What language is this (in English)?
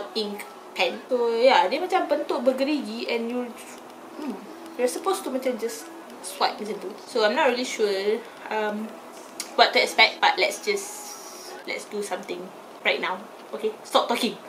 Malay